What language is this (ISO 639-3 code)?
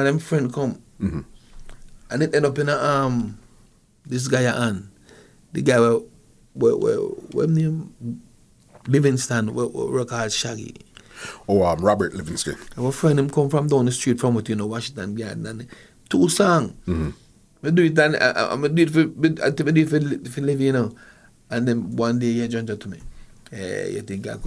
jam